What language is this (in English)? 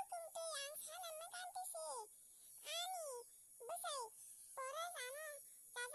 Kok Borok